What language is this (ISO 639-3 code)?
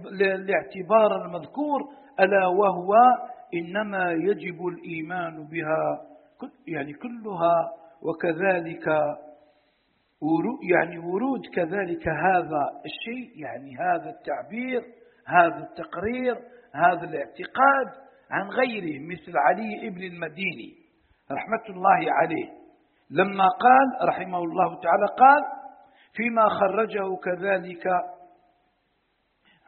ara